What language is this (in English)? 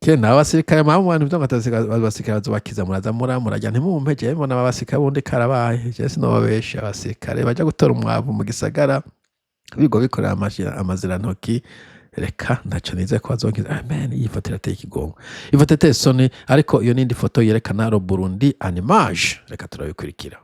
Rundi